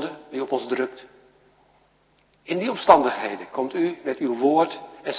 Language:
Dutch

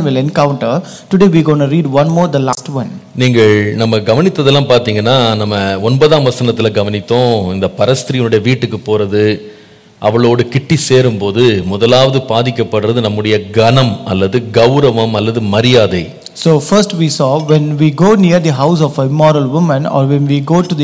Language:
Tamil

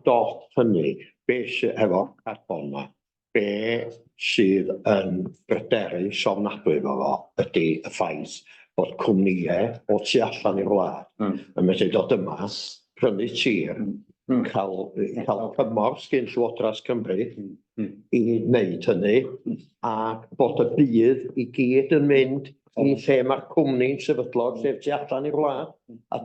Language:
Welsh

